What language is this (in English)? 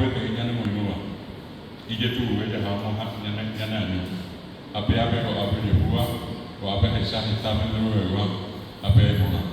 Guarani